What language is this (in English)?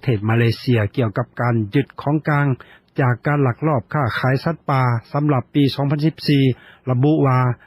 Lao